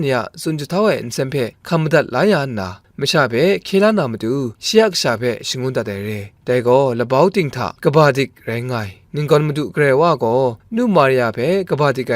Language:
Kachin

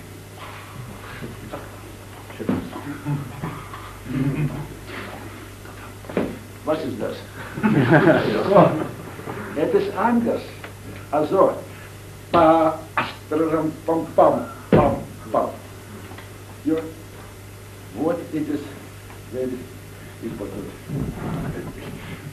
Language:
Russian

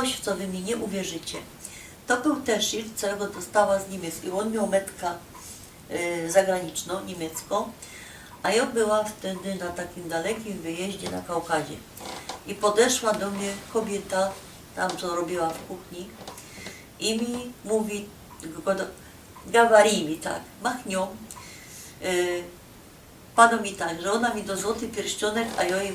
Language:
Silesian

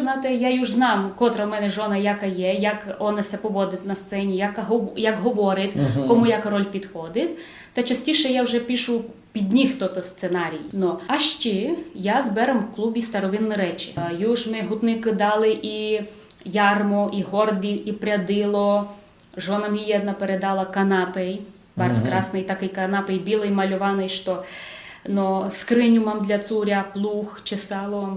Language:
Rusyn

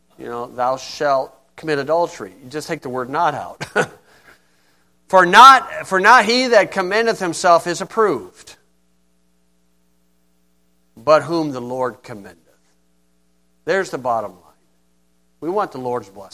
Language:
English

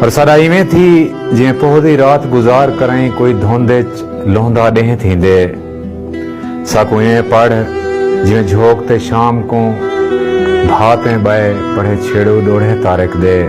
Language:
Saraiki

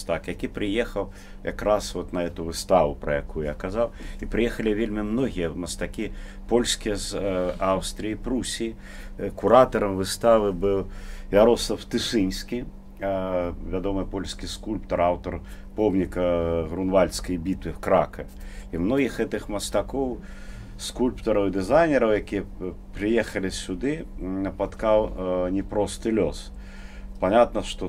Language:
Belarusian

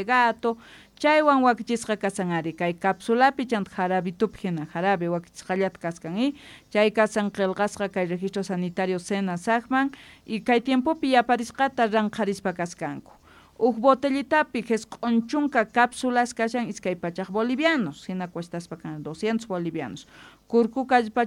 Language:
South Bolivian Quechua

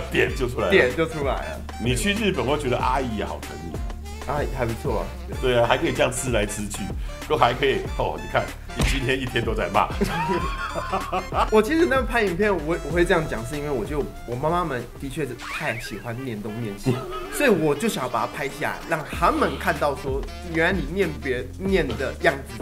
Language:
Chinese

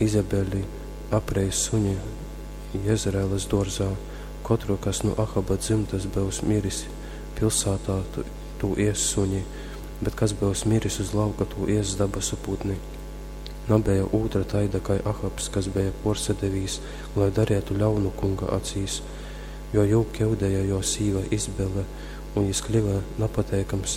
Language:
Latgalian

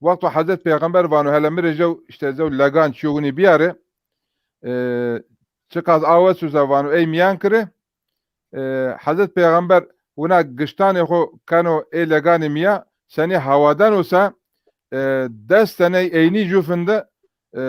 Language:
Zaza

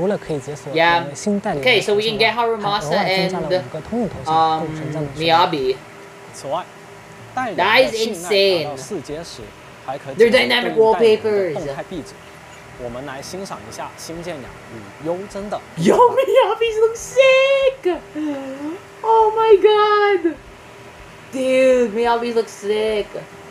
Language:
Chinese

